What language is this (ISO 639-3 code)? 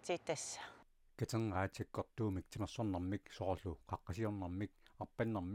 kal